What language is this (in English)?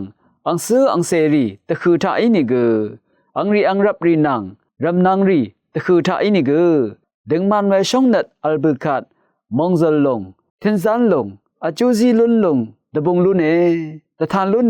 Rawang